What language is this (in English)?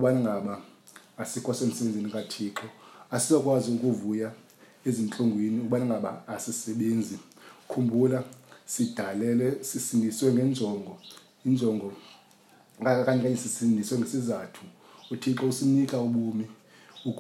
Xhosa